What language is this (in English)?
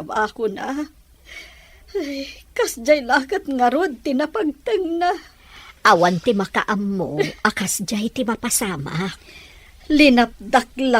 Iloko